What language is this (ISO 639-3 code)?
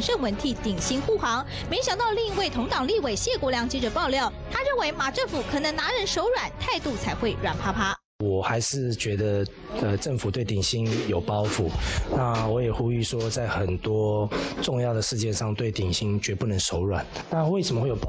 zho